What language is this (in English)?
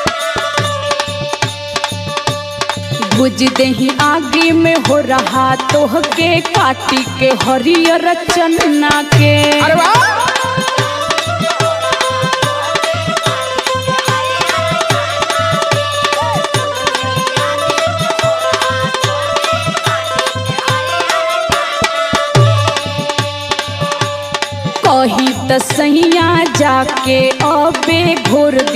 Bhojpuri